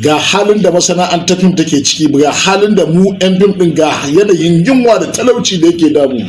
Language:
Hausa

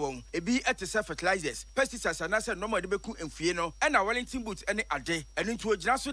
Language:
Akan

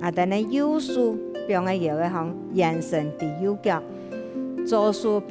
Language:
Hakka Chinese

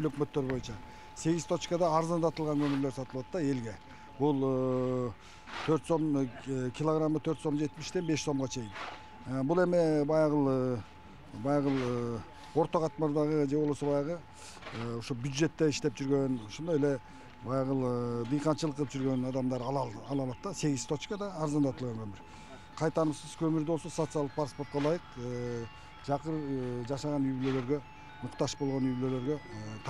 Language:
Kyrgyz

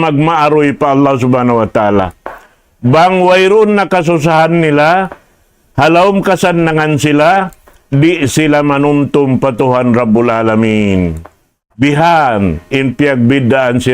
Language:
Tausug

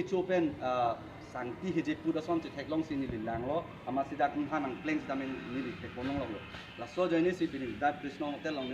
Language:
Karbi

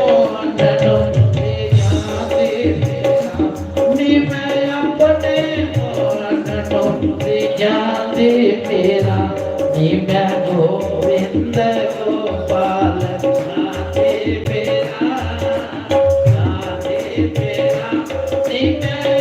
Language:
Dogri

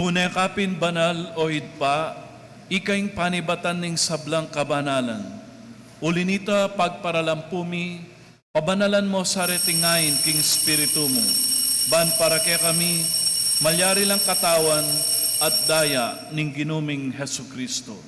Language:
Pampanga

